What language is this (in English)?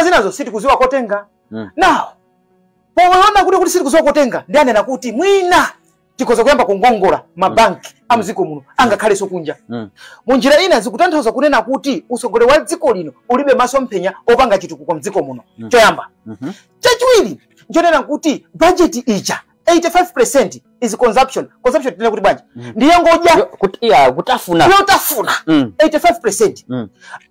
Nyanja